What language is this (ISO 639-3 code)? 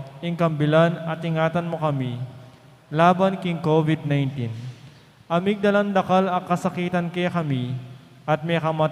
pam